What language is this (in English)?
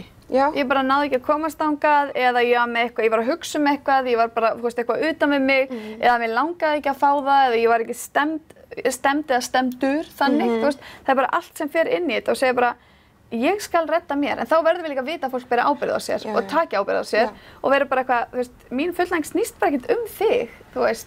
Icelandic